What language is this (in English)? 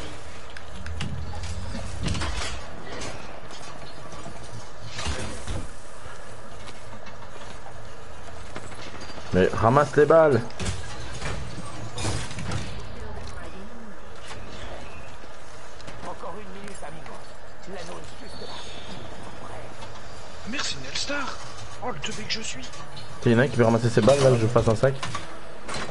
French